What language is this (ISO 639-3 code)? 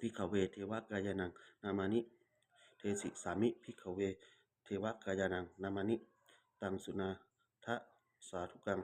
pli